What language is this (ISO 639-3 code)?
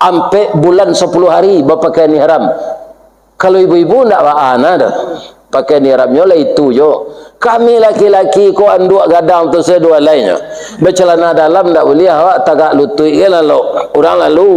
min